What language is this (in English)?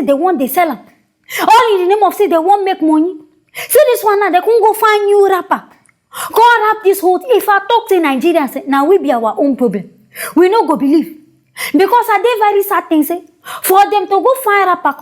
Nigerian Pidgin